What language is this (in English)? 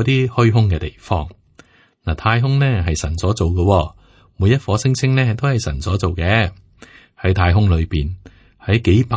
Cantonese